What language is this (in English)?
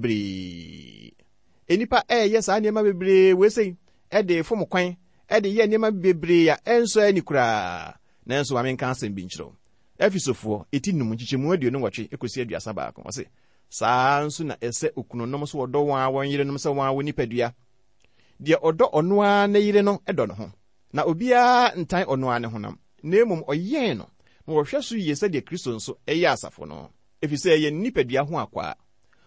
Akan